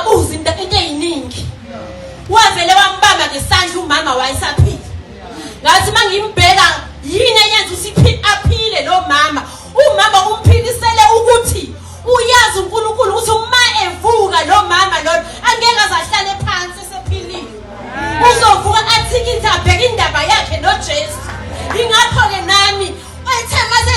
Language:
Zulu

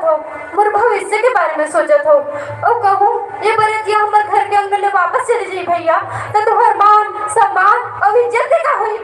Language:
Chhattisgarhi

